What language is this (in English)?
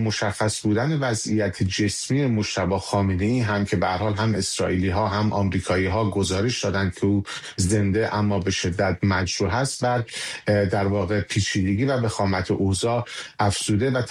Persian